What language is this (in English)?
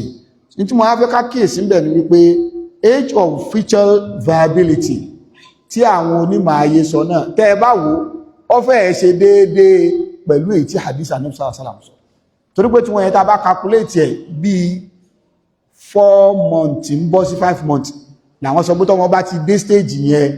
Yoruba